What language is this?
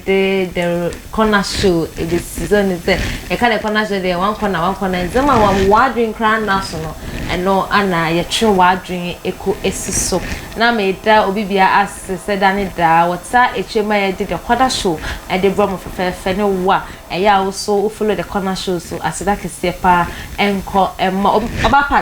Akan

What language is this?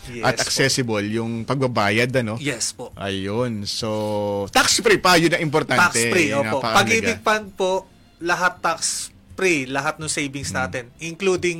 Filipino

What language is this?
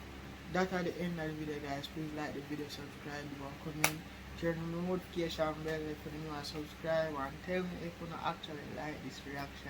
Jamaican Creole English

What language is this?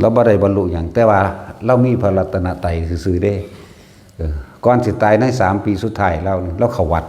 Northeastern Thai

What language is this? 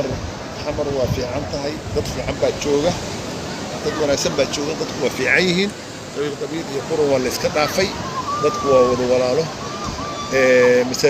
Somali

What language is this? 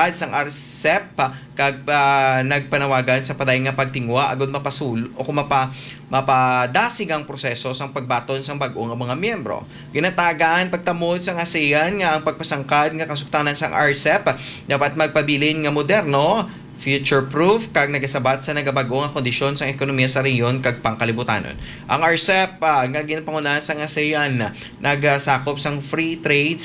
Hiligaynon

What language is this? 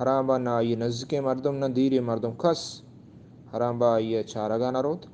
Eastern Balochi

